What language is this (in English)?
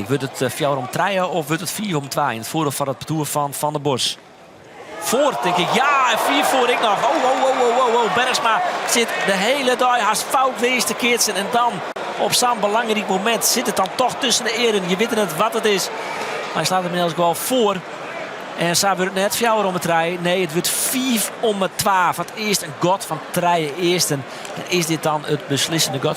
Western Frisian